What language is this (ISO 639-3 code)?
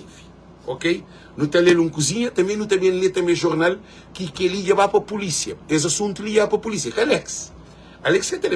kea